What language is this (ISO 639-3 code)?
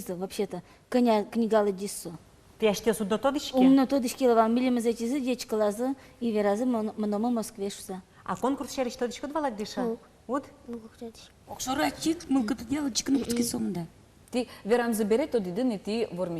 udm